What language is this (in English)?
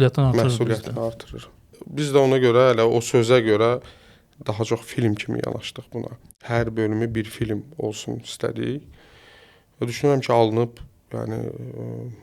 Azerbaijani